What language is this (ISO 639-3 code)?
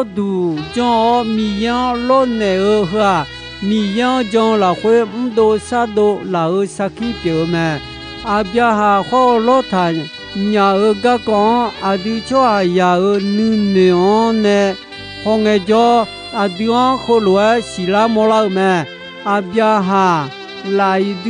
ahk